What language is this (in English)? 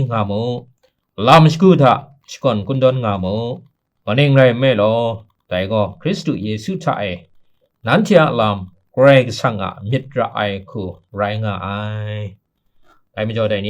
Kachin